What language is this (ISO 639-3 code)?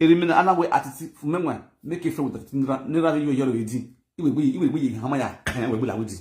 pcm